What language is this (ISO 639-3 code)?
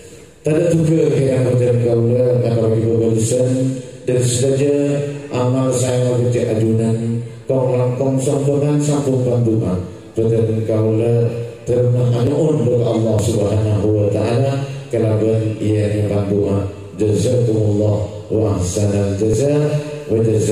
mad